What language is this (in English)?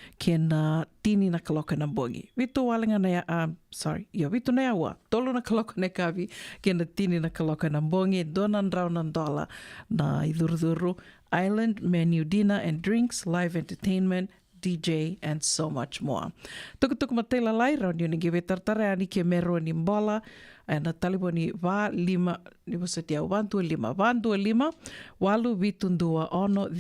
Fijian